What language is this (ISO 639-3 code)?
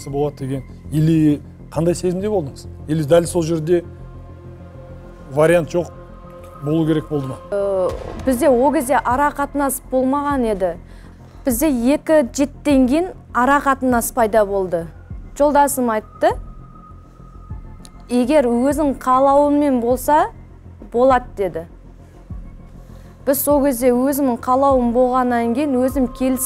kaz